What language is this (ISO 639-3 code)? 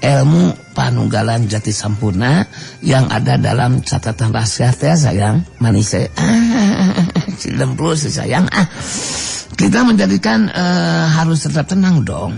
sun